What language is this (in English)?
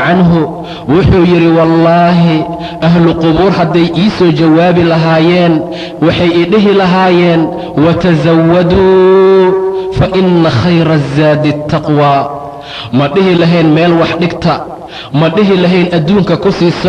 Somali